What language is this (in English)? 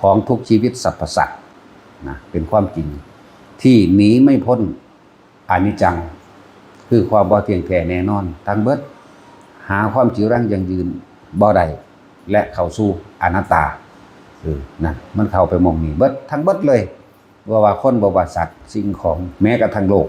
Northeastern Thai